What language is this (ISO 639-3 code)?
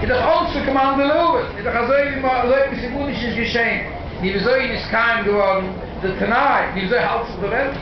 yid